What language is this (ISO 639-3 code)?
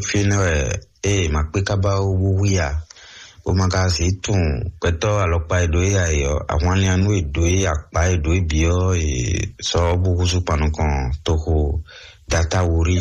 fon